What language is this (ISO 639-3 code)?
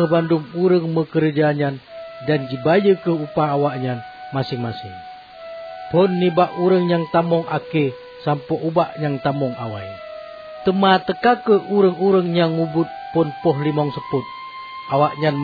ace